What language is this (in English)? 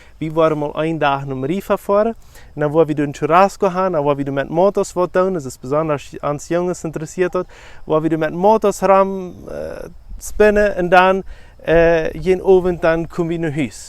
Plautdietsch